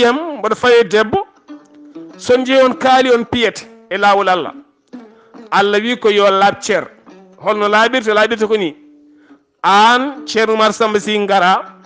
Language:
Fula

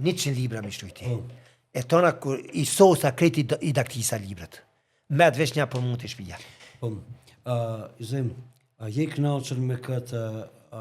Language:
Albanian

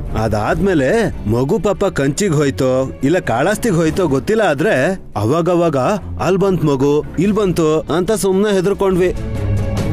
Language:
Kannada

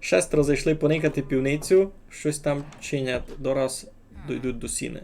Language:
Rusyn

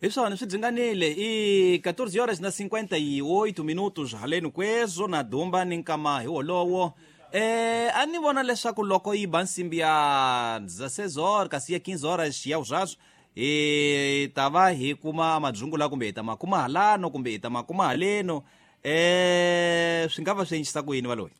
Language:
Tsonga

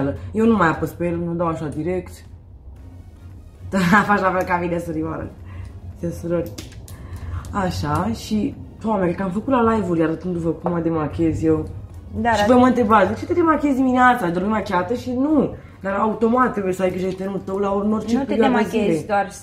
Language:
Romanian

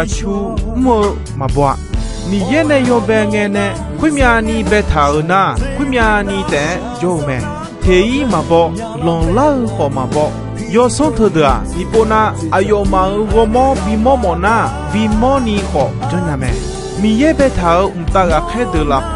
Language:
Akha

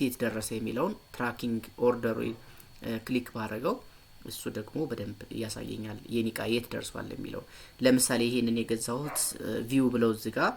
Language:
Amharic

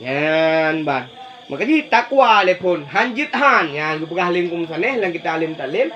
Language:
Achinese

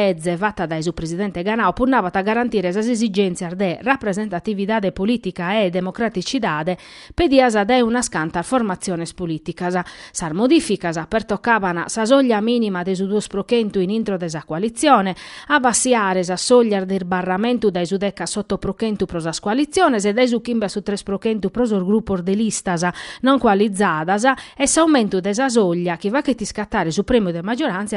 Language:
Sardinian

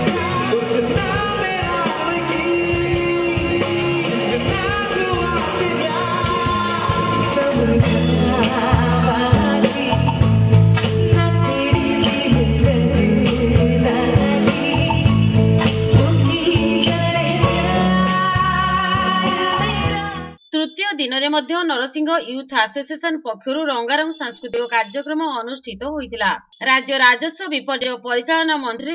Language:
Odia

